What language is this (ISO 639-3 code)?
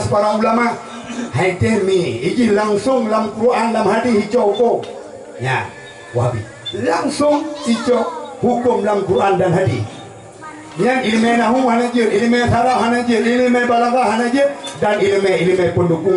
ace